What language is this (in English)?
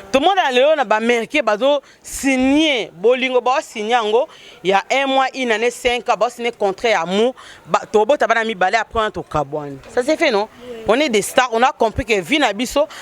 Lingala